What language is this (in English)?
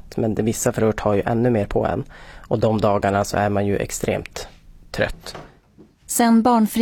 Swedish